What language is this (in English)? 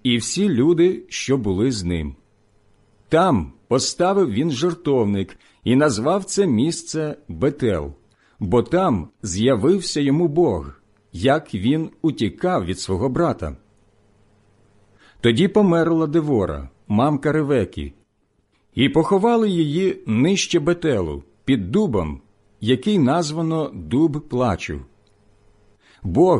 Ukrainian